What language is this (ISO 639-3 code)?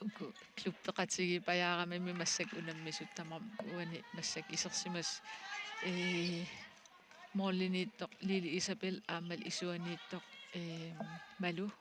kal